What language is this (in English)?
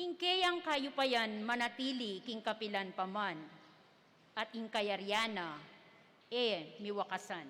Pampanga